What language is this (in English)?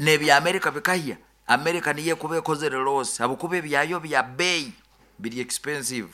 Nyoro